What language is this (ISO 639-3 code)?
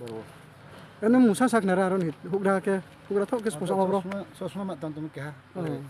ria